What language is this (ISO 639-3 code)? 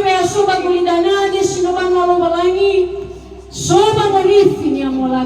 nia